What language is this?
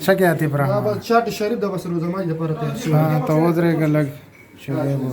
Pashto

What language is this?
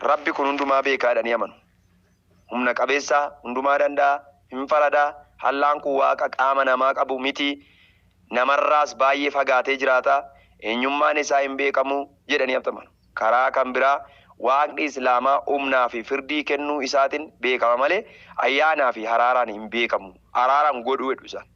Oromo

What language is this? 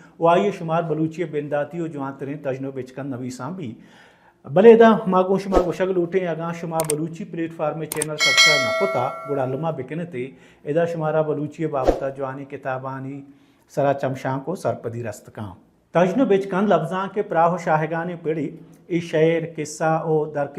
Baluchi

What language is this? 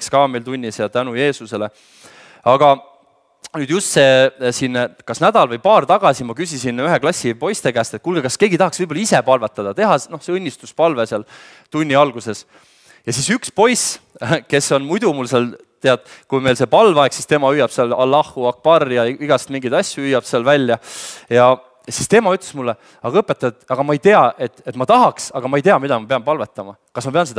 Estonian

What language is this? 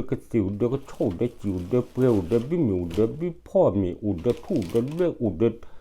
S'gaw Karen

